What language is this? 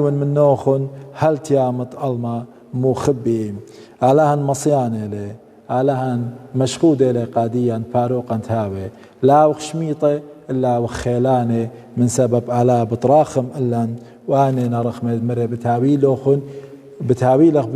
Assyrian Neo-Aramaic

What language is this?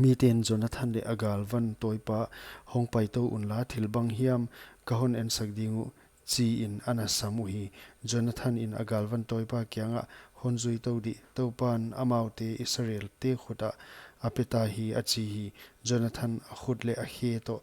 Paite Chin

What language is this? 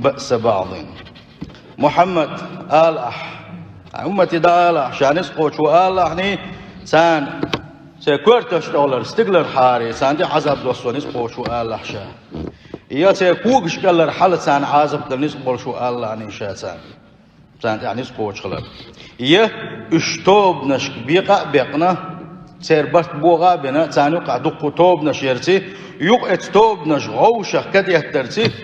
Chechen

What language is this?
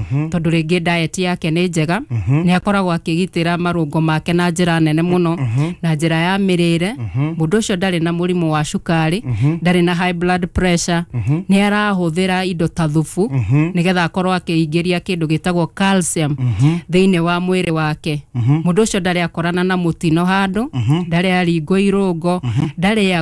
Kikuyu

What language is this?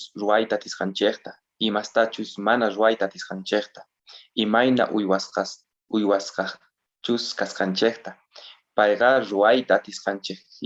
South Bolivian Quechua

